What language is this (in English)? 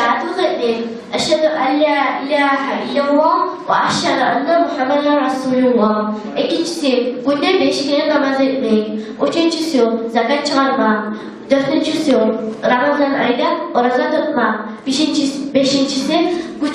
Kumyk